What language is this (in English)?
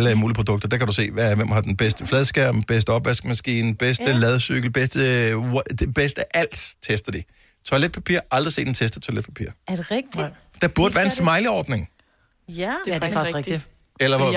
Danish